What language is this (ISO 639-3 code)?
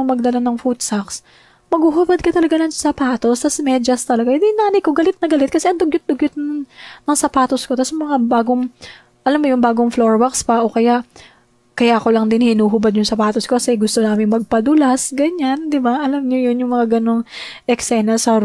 fil